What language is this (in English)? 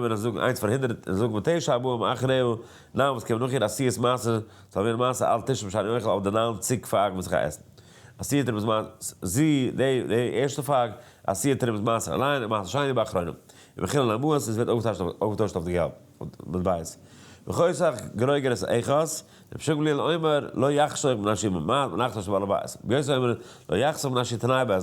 Yiddish